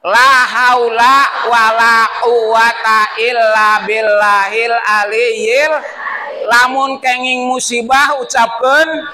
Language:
Sundanese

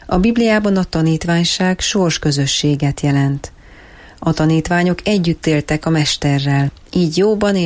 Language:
Hungarian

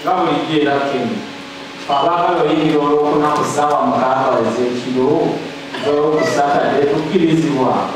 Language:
Ganda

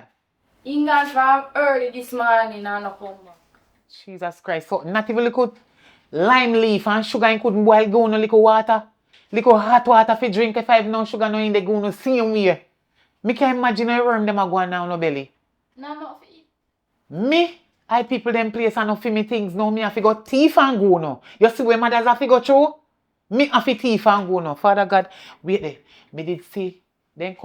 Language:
Jamaican Creole English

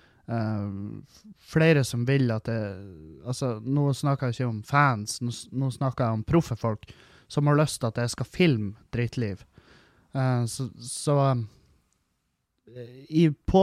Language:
Norwegian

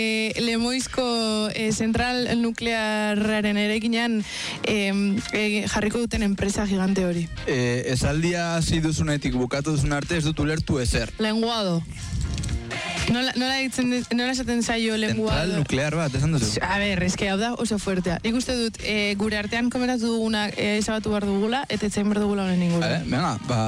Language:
Basque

